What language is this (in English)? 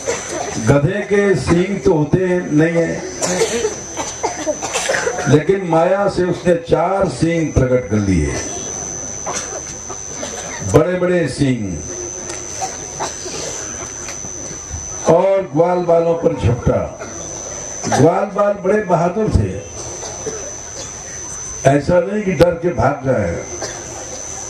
Hindi